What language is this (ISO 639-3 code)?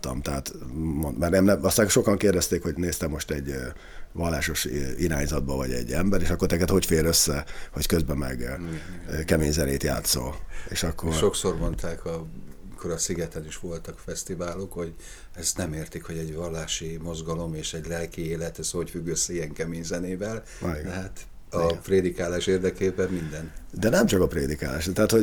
hun